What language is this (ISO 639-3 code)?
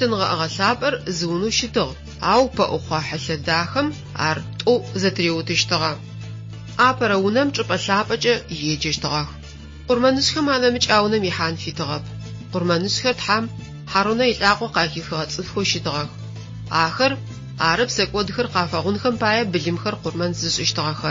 ady